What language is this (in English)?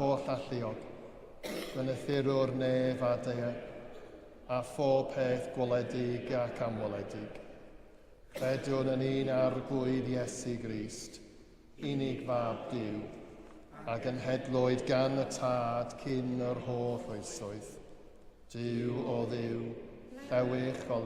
Welsh